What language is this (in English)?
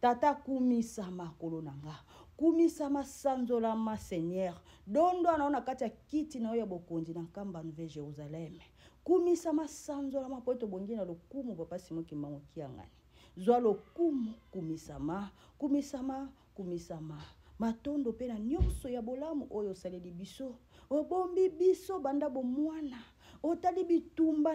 Lingala